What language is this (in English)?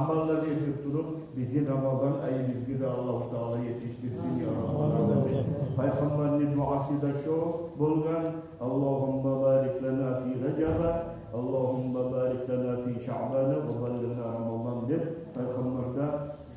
Kumyk